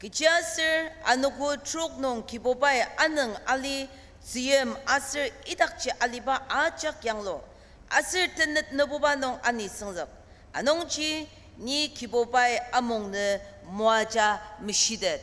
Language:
Ao Naga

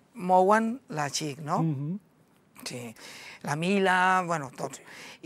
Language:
Catalan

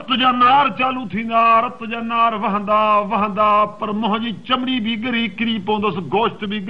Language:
Sindhi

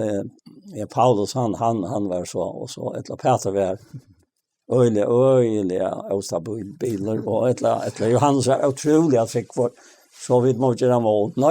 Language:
Faroese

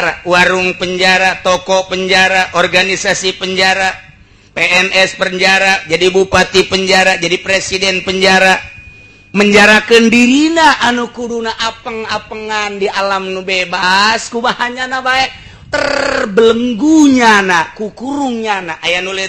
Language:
Sundanese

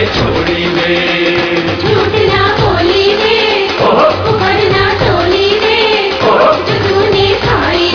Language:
Punjabi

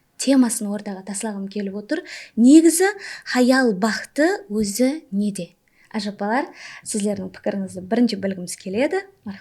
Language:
Kara-Kalpak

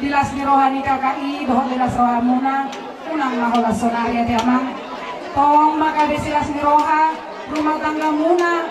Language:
Batak Toba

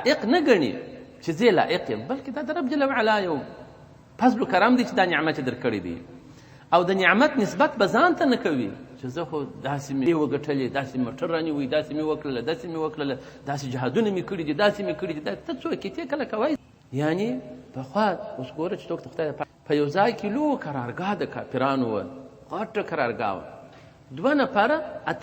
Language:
Pashto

